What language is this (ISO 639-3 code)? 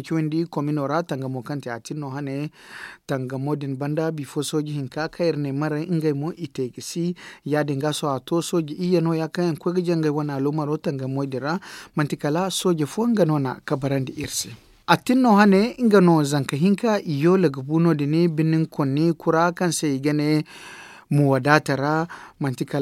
dje